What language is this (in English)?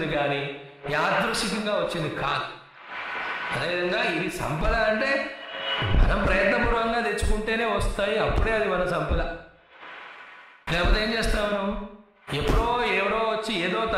Telugu